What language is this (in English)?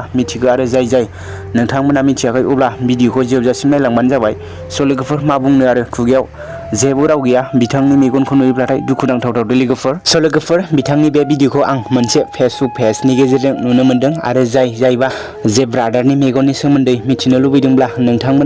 Bodo